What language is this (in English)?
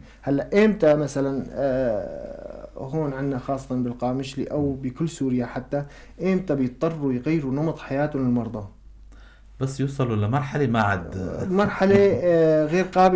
North Levantine Arabic